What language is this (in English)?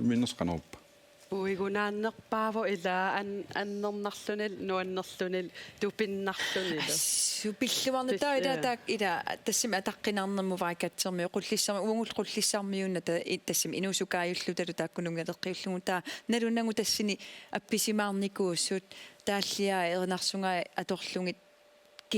Kalaallisut